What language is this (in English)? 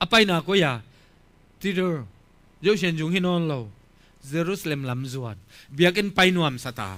Tedim Chin